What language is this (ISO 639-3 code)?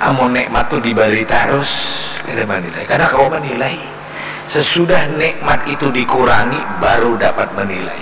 bjn